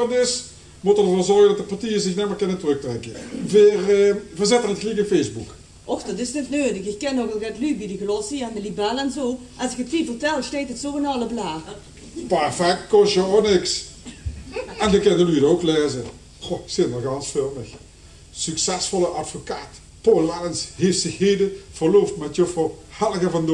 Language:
Limburgish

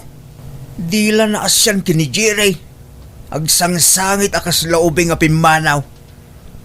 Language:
Iloko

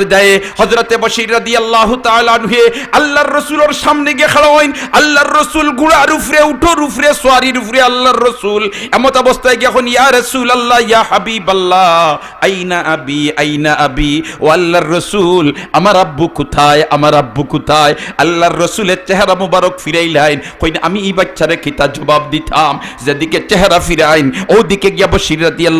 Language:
Sylheti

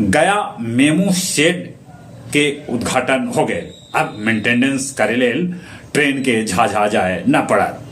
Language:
Magahi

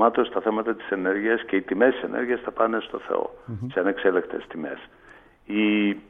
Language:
Greek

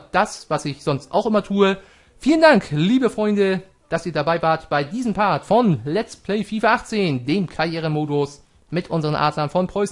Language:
German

